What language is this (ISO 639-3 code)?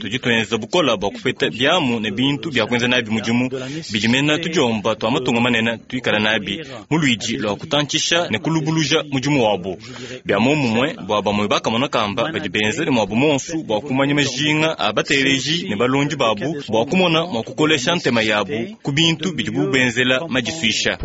lua